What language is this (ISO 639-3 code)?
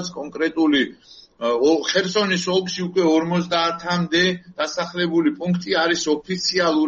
kat